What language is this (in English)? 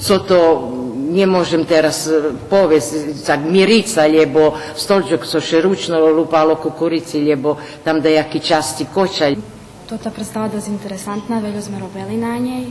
Rusyn